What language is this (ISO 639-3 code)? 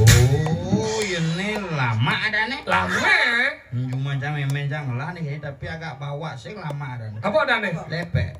ban